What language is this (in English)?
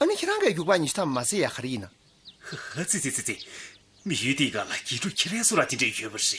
Tibetan